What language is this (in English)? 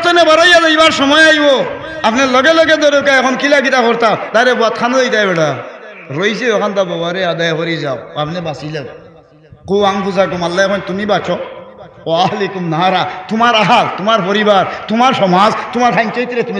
Sylheti